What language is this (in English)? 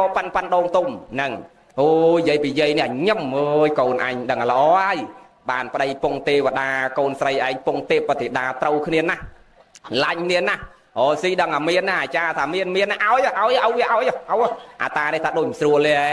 Khmer